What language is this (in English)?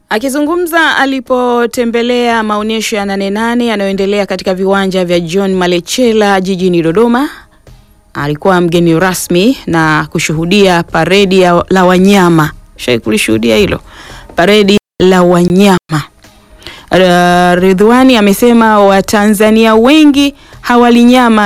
Swahili